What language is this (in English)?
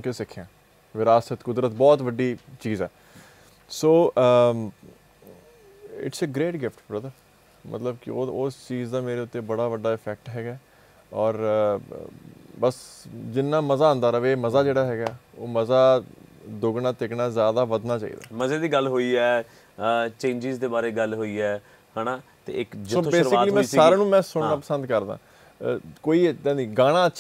Punjabi